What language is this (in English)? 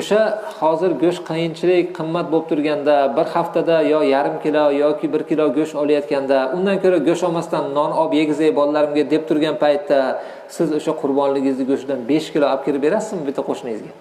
Uzbek